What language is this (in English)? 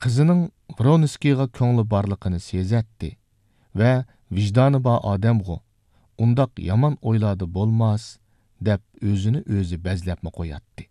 Uyghur